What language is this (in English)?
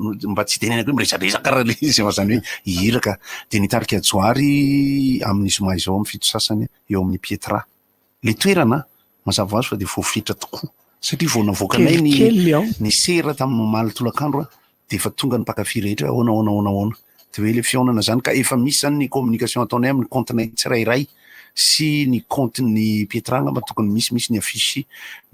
Malagasy